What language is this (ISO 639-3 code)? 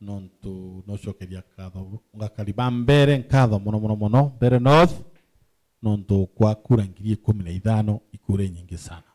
mer